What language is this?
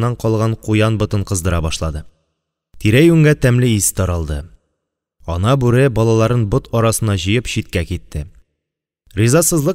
Tatar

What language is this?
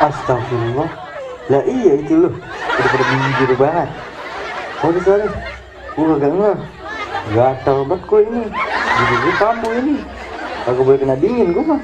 Betawi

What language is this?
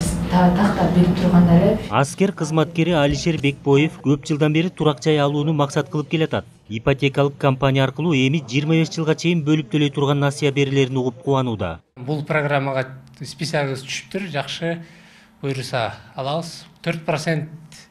Kyrgyz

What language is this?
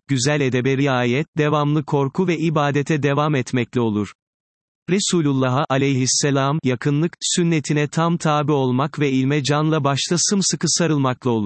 Turkish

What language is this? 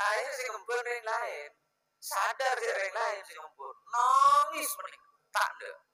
Madurese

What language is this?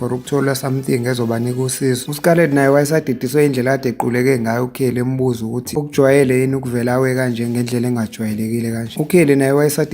Zulu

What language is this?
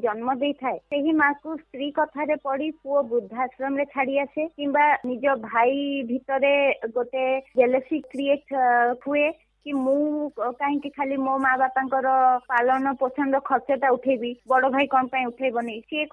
Odia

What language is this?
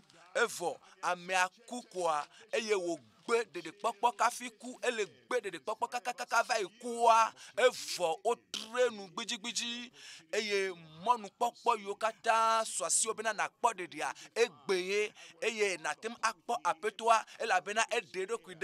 Ewe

